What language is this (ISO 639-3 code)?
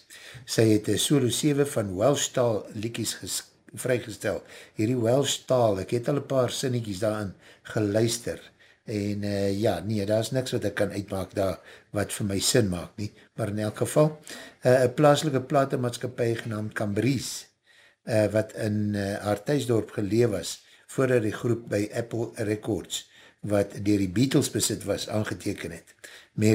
afr